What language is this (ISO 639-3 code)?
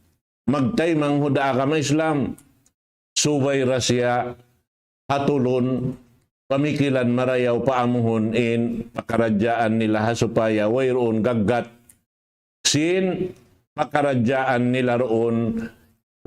tsg